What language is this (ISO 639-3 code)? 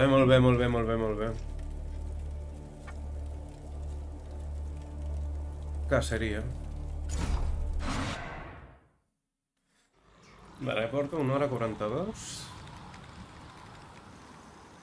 cat